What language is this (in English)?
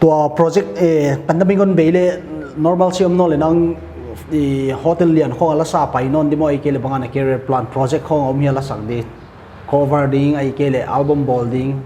Paite Chin